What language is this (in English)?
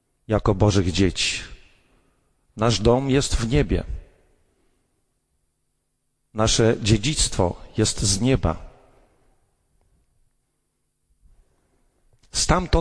Polish